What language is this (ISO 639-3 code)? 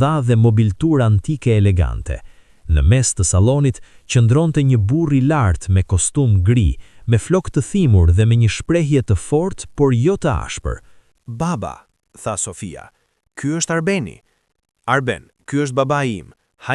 sqi